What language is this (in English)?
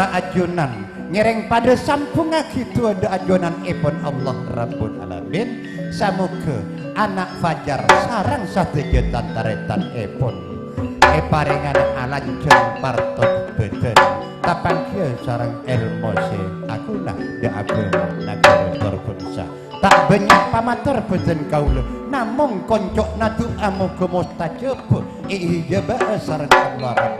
Madurese